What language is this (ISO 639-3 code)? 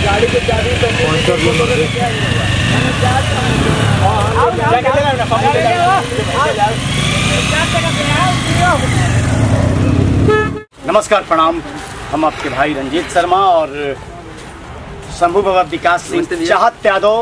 bho